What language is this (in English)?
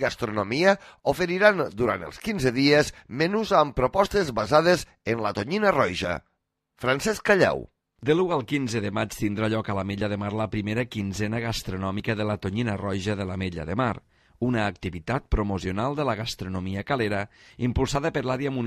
Catalan